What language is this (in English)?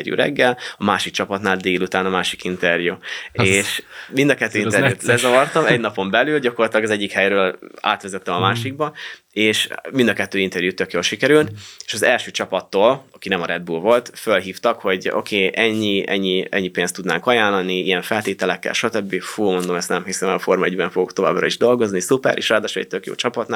Hungarian